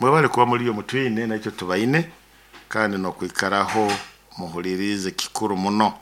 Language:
Nyoro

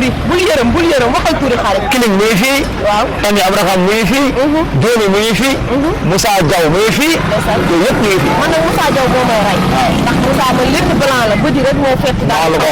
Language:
Wolof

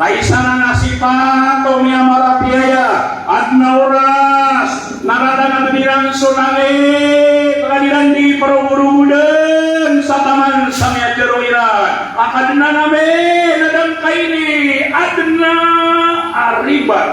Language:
Maranao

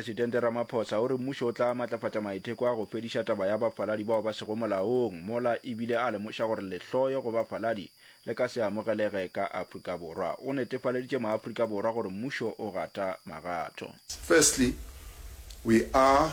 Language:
Northern Sotho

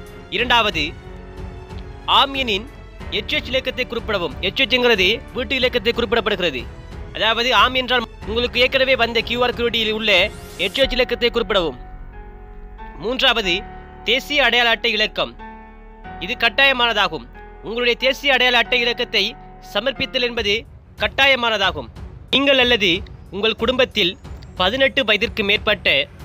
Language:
Tamil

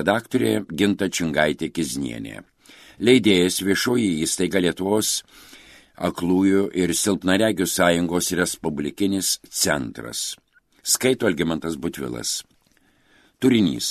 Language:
Lithuanian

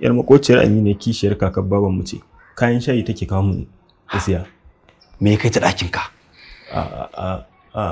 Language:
Hausa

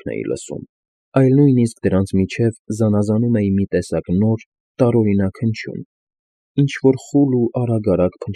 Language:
Armenian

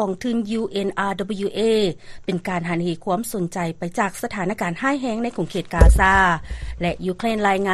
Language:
Lao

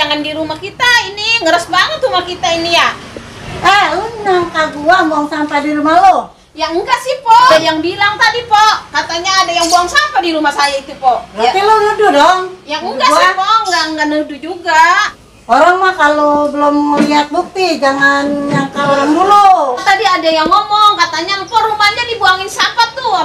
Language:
Betawi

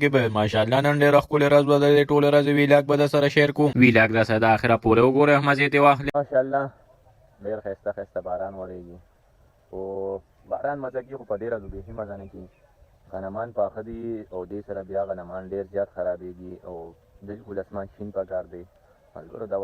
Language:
Pashto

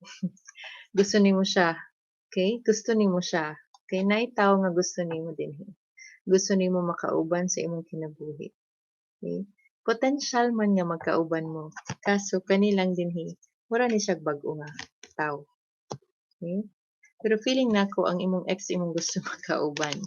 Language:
Cebuano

